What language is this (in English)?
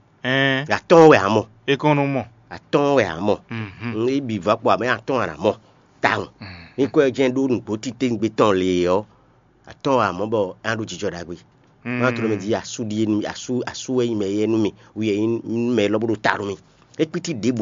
Fon